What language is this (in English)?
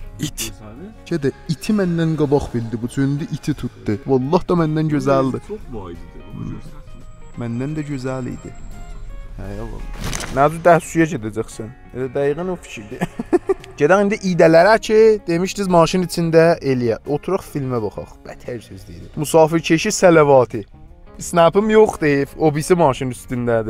South Azerbaijani